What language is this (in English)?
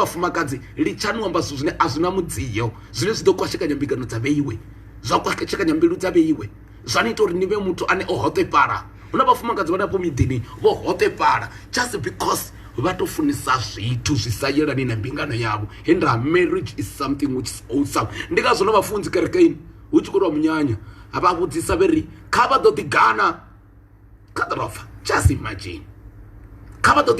Venda